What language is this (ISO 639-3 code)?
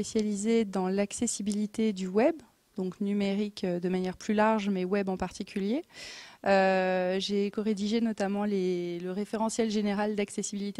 fra